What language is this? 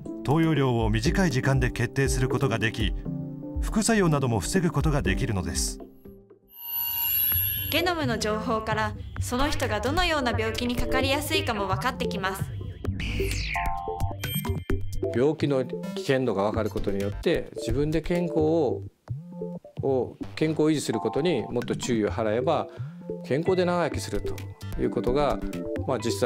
Japanese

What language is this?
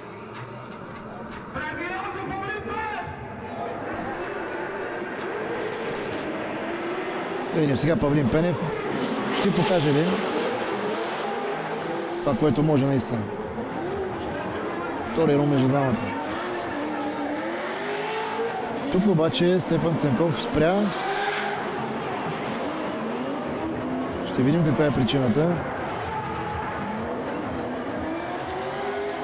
Bulgarian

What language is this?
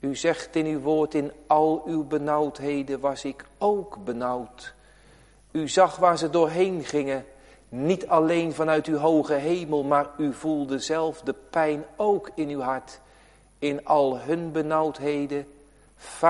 Dutch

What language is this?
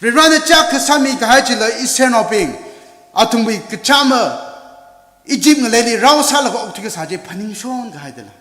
Tangkhul Naga (India)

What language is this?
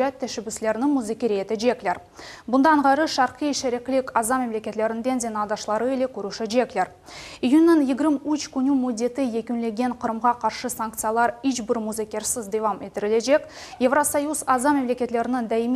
Crimean Tatar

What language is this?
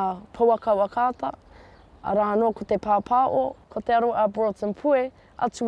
Māori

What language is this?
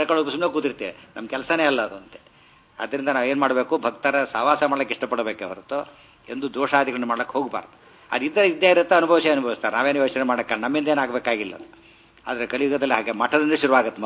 Kannada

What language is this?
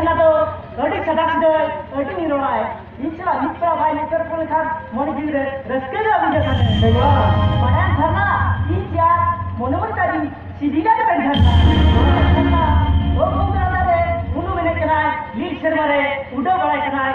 Santali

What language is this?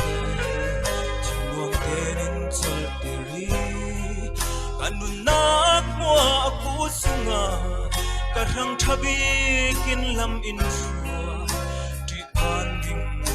Falam Chin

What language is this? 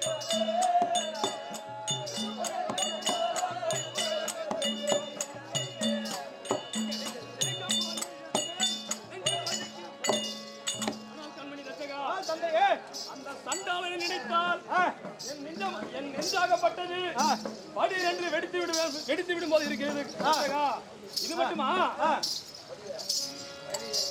Tamil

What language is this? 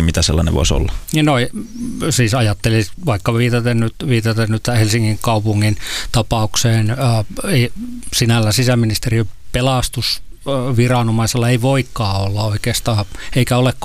Finnish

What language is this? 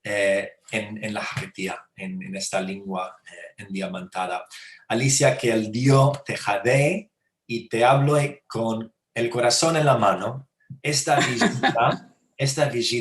Ladino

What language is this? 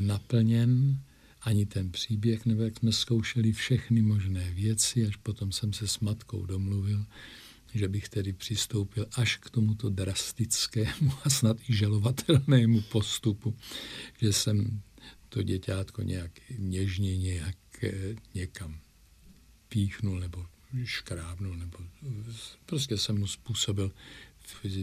Czech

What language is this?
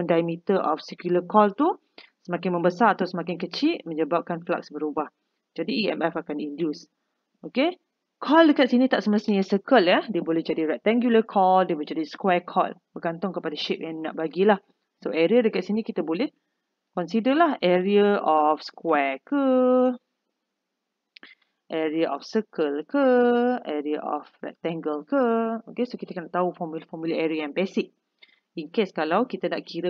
Malay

